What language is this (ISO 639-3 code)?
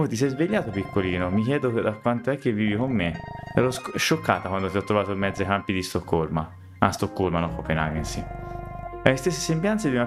ita